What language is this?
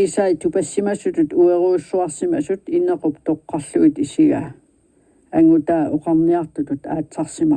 Kalaallisut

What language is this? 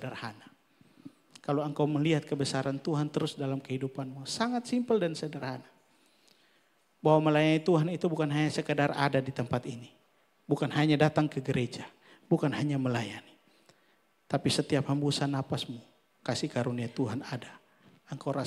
Indonesian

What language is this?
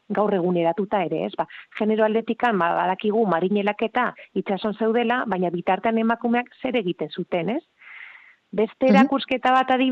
Basque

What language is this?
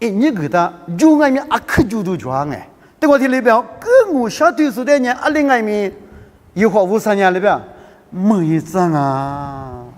Lisu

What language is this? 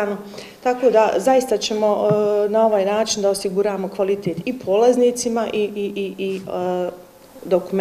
Bosnian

